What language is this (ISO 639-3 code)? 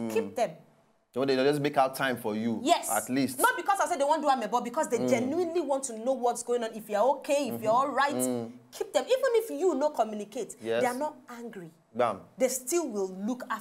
pcm